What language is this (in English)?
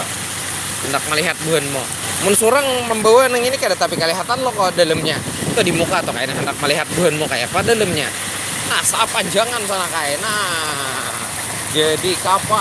Banjar